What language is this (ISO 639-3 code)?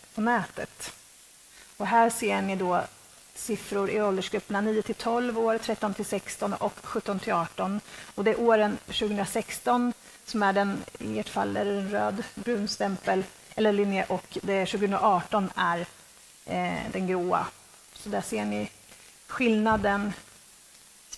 swe